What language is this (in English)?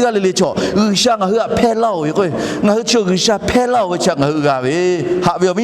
Lahu